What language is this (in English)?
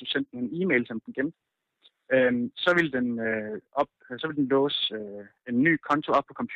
Danish